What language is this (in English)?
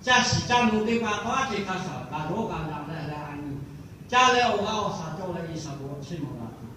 Lahu